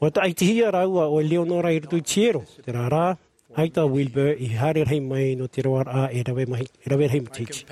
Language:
Tahitian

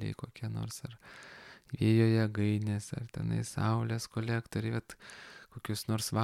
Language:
Lithuanian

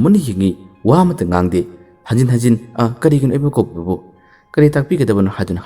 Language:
Manipuri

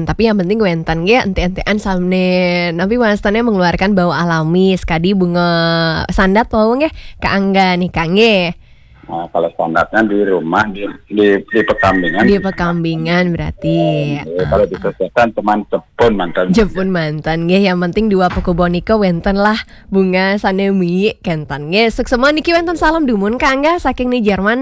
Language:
Balinese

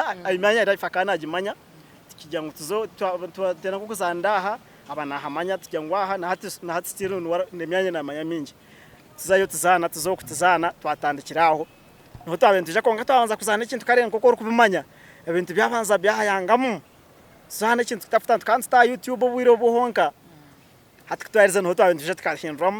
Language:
Nyankole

